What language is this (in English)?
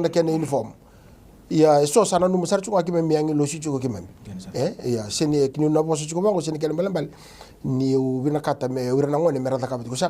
Fijian